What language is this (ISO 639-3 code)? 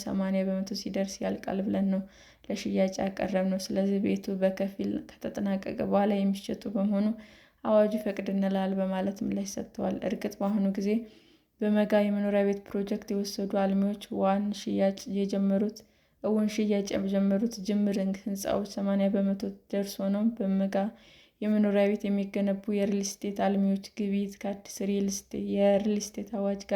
amh